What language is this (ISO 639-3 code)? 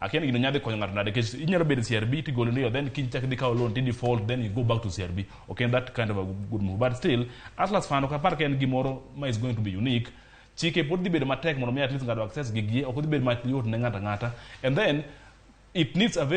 luo